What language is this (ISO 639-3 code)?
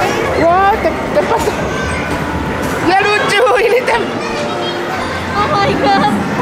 ind